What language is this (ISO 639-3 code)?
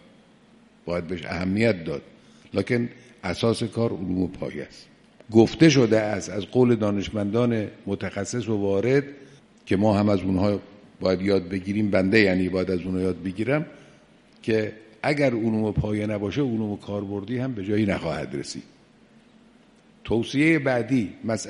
fas